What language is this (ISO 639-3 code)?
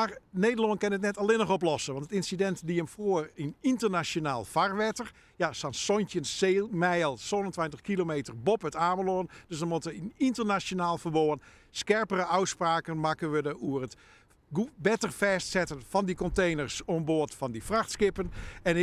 fry